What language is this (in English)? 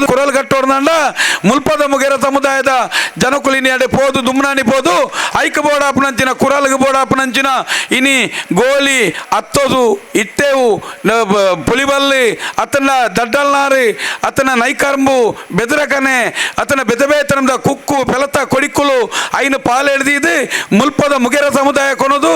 Tulu